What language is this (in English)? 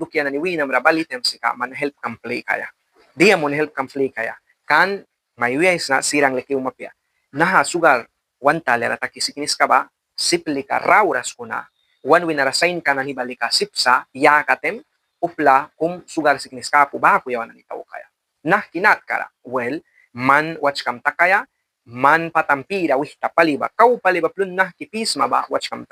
Mískito